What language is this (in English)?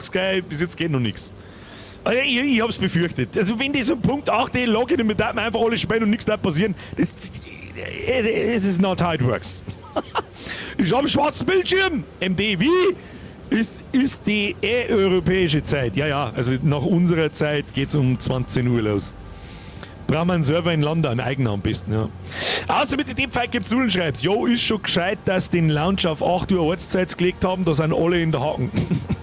Bavarian